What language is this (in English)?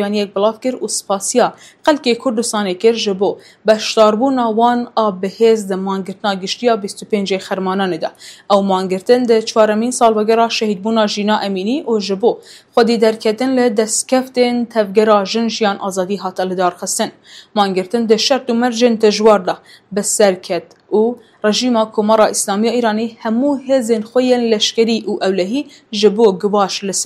Kurdish